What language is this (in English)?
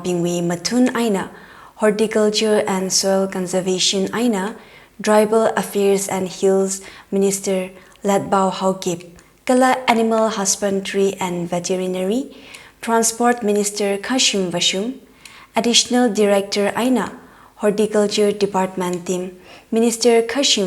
Tangkhul Naga (India)